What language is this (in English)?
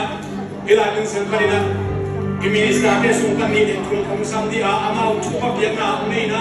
Tedim Chin